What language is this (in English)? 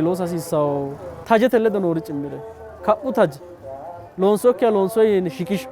Sidamo